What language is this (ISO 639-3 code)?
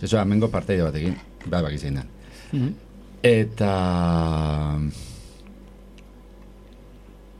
eus